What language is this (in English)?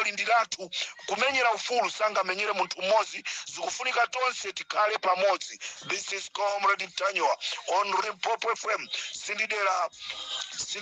Nyanja